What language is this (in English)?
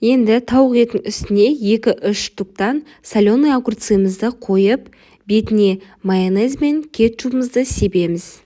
Kazakh